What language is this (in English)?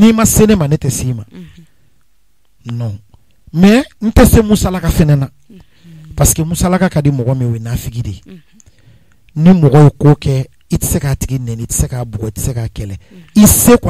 Bambara